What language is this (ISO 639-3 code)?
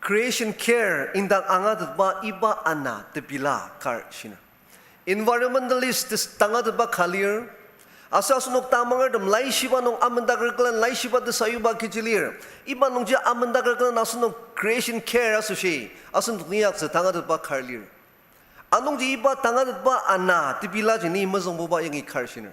njo